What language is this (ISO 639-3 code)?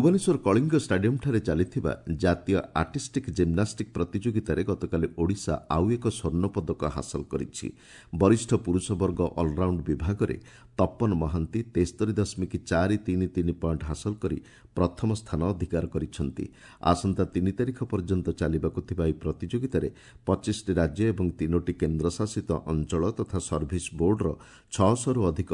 ori